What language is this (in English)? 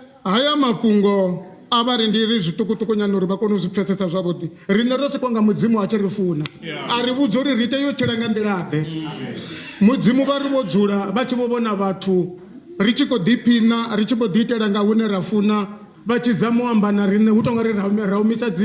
Venda